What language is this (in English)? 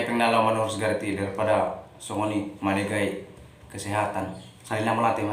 Batak Toba